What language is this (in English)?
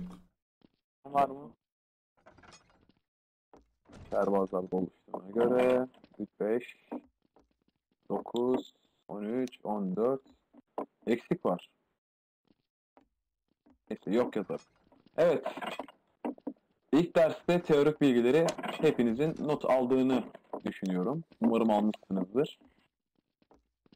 Turkish